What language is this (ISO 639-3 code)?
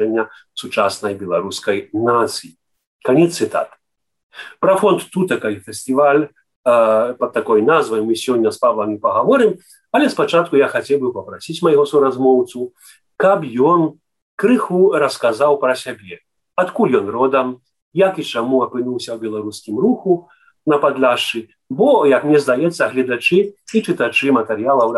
bel